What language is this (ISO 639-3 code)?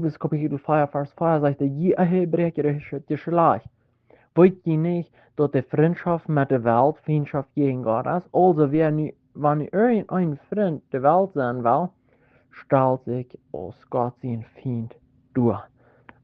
pdt